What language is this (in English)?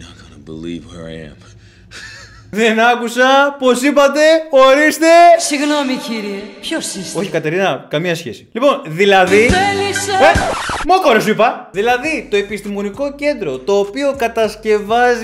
Greek